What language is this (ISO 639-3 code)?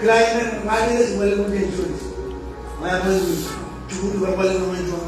mah